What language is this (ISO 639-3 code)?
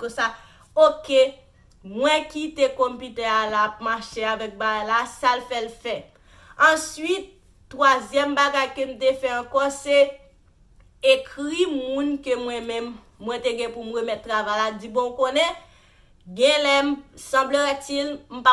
hat